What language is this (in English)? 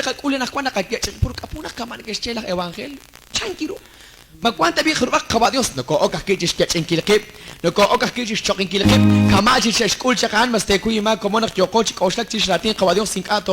Kekchí